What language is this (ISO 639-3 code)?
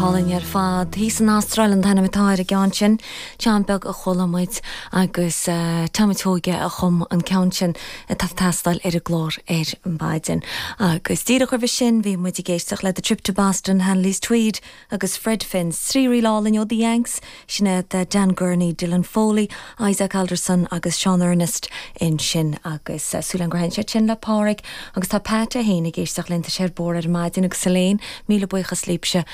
gle